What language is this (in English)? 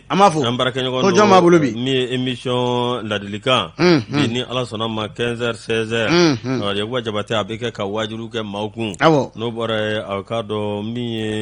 Bambara